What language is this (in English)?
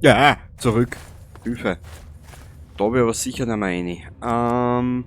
Bavarian